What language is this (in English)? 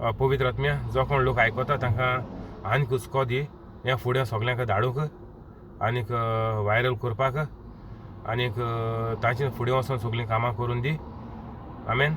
Konkani